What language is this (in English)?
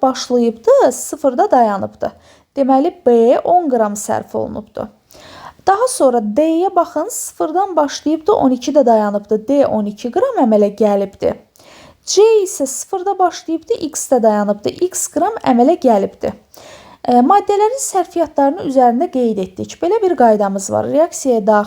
Azerbaijani